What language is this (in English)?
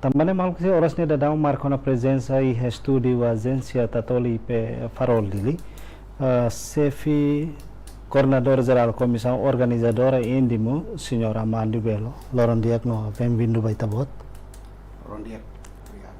Tetum